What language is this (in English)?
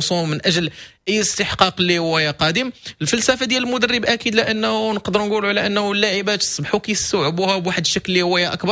Moroccan Arabic